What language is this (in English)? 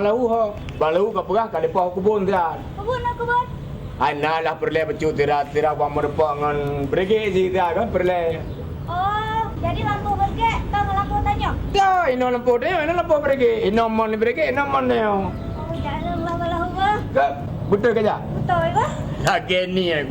Achinese